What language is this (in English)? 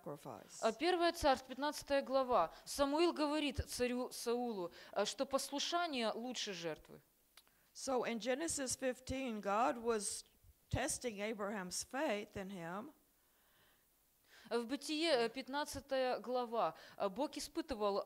Russian